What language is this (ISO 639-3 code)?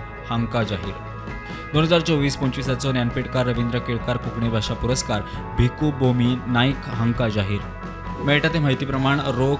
kok